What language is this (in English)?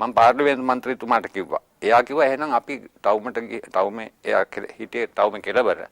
Sinhala